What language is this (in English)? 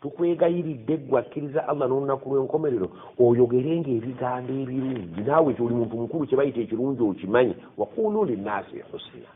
Ganda